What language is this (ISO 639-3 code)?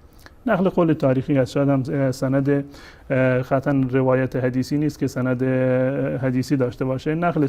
fas